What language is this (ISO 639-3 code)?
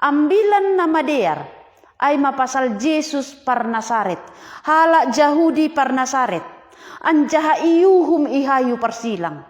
bts